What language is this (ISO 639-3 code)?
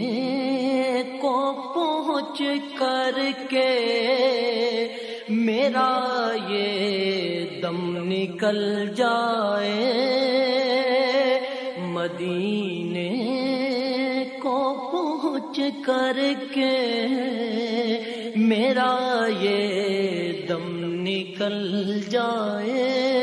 urd